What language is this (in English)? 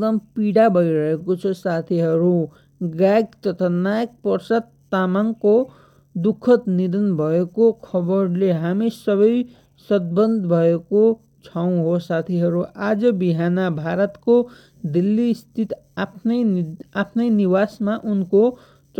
Nepali